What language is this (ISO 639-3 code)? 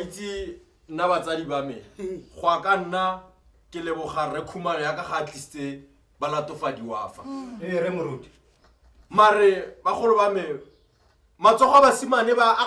tsn